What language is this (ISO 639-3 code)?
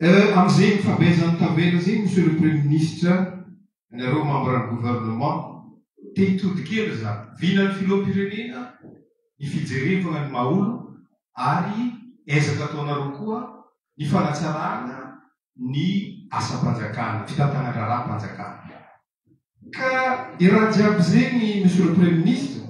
mlg